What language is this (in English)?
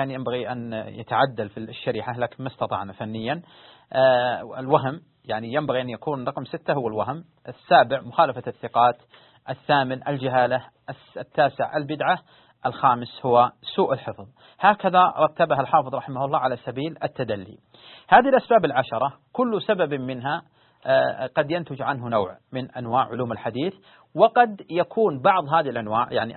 Arabic